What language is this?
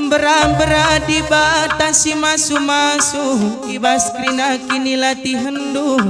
Batak Karo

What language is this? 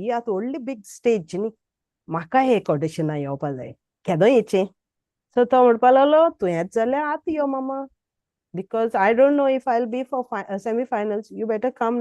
Konkani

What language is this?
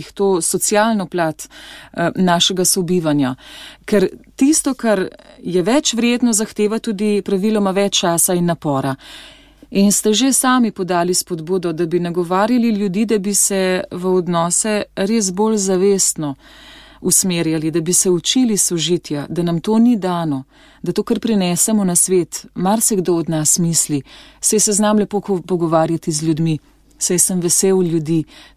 Slovenian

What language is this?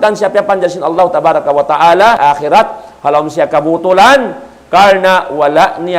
Tausug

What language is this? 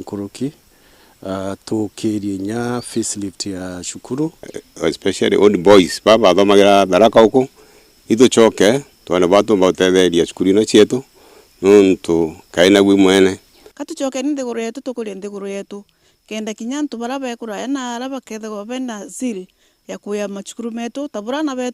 Meru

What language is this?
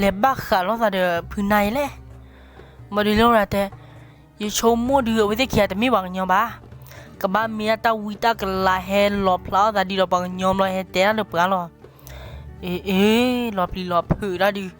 S'gaw Karen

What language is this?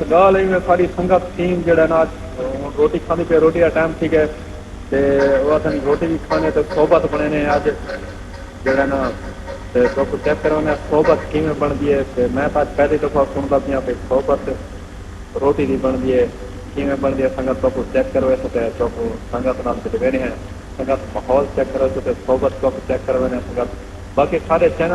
Saraiki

